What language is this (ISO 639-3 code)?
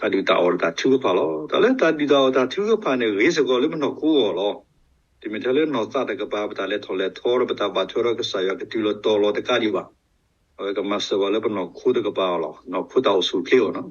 ksw